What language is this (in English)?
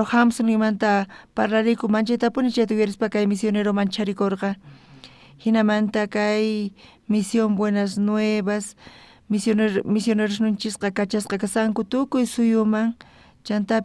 South Bolivian Quechua